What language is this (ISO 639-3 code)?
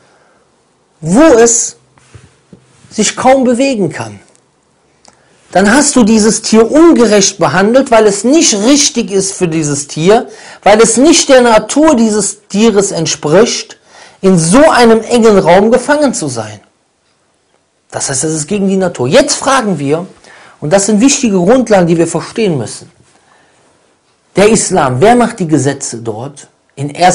deu